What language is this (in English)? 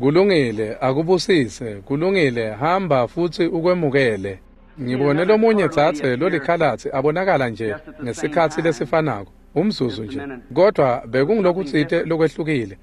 Swati